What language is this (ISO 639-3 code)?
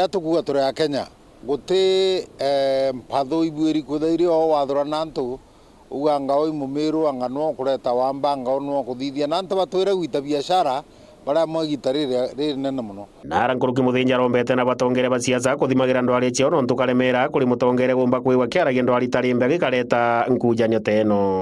mer